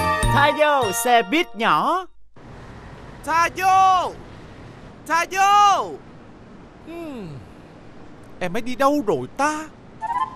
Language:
Vietnamese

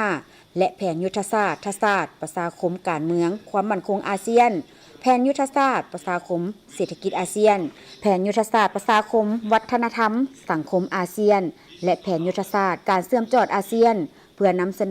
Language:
Lao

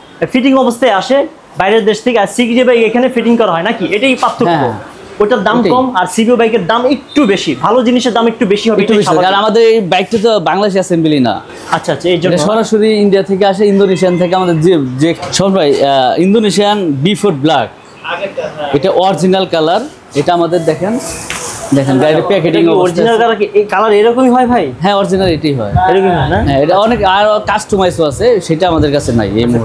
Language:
Bangla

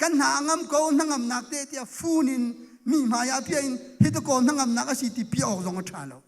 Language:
Hakha Chin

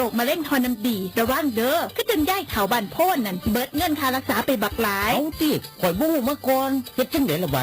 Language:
Northeastern Thai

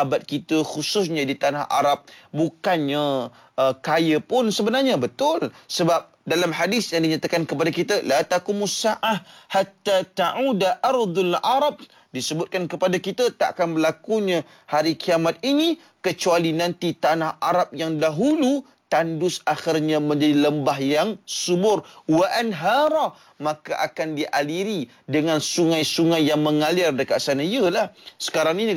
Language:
Malay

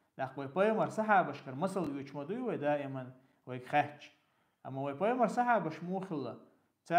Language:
Chechen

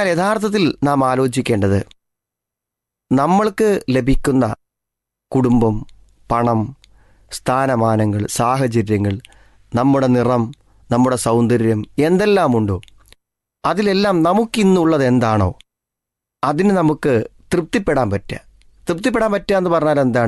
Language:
Malayalam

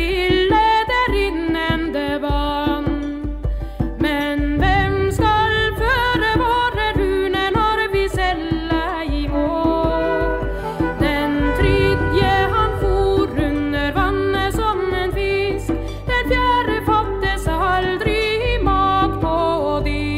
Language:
Norwegian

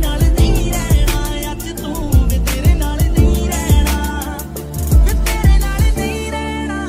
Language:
Punjabi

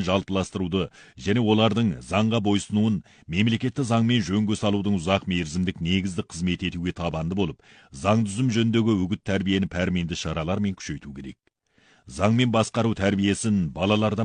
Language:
Kazakh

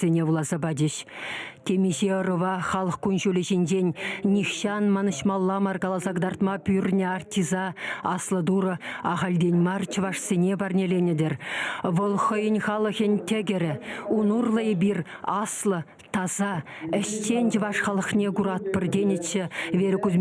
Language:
Chuvash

